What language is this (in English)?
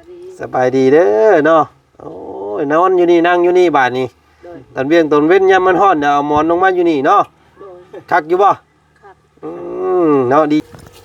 Lao